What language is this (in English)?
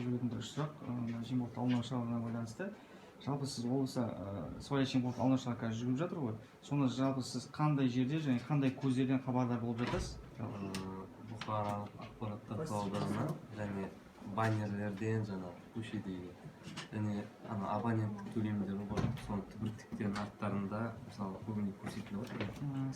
Kazakh